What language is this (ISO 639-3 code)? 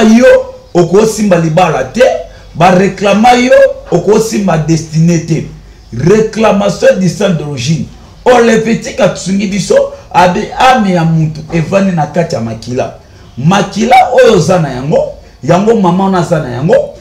lin